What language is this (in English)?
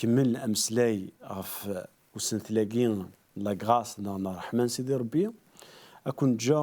Kabyle